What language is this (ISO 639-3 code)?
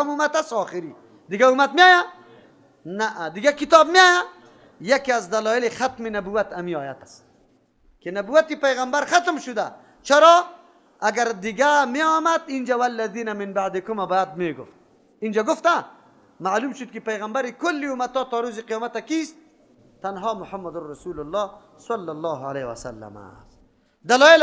fas